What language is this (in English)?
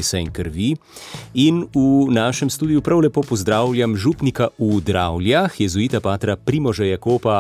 Slovenian